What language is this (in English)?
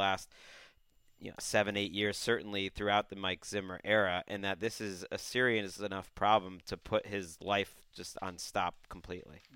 English